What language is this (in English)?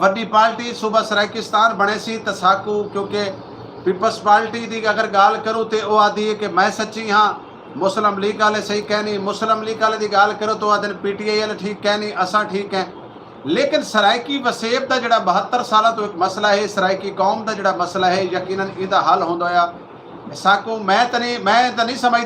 Saraiki